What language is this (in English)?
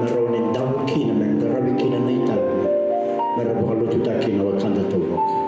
Fijian